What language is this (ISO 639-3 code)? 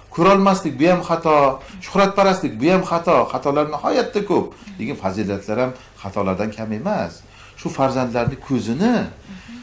uzb